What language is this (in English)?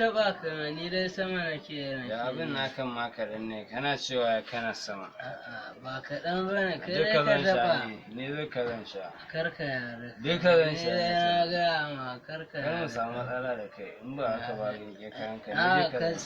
Hausa